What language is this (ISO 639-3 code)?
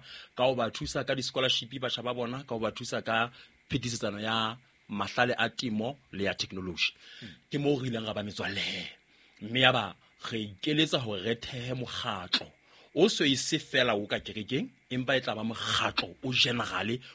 sot